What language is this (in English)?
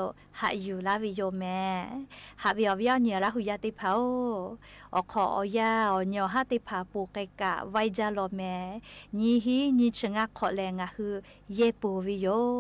Lahu